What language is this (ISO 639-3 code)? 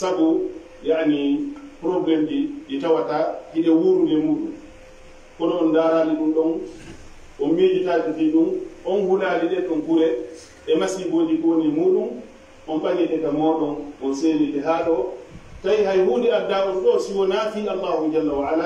ful